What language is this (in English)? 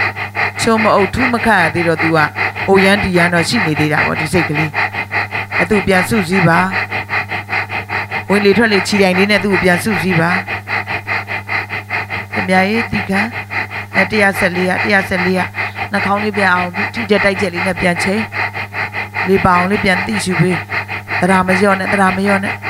Burmese